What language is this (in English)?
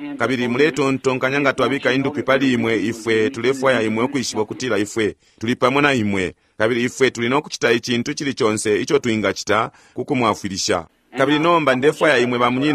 Bemba